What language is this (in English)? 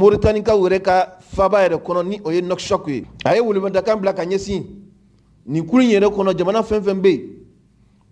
Mandingo